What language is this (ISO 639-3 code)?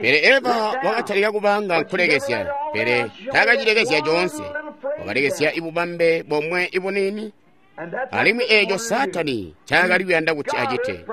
toi